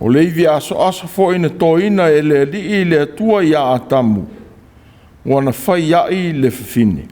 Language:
Samoan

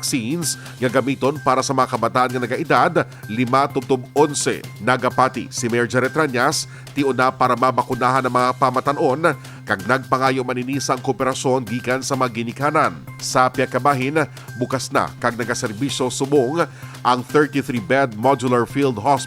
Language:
Hiligaynon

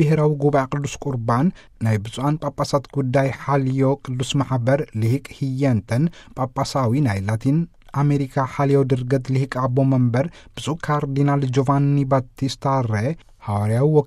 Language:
Tigrinya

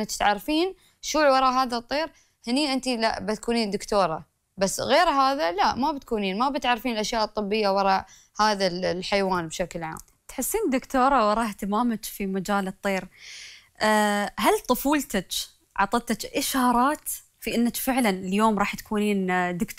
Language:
Gulf Arabic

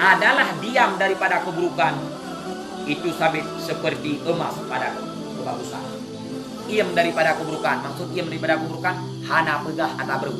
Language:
Achinese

